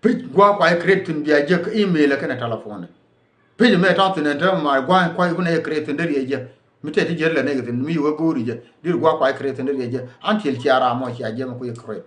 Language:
Nuer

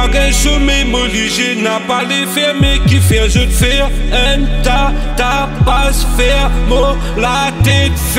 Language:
Morisyen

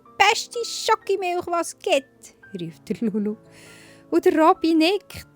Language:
Swiss German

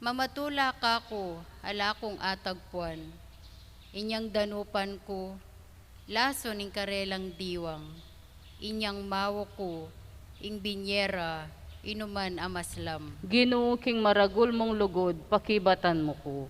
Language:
Pampanga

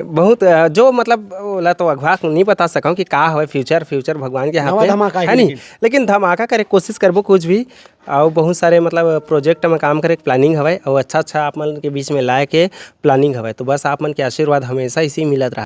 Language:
Chhattisgarhi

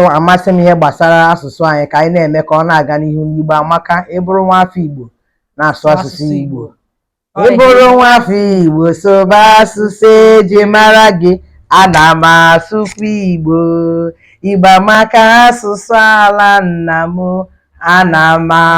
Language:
Igbo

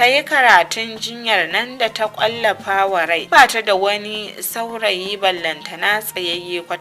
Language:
Hausa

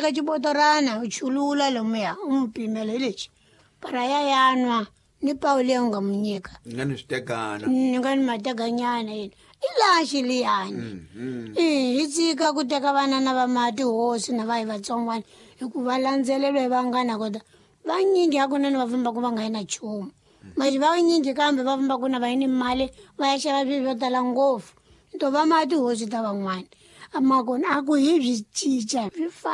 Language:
Tsonga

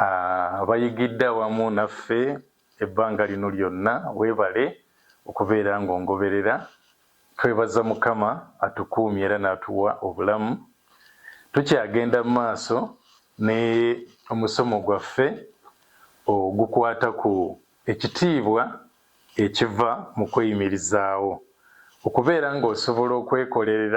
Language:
Ganda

